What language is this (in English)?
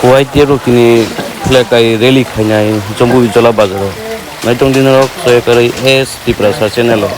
Kok Borok